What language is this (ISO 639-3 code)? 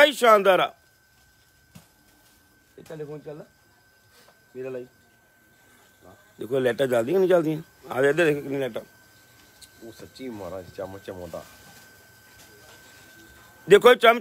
pan